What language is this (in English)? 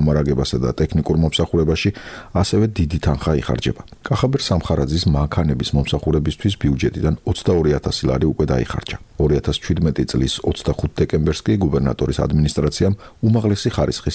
Georgian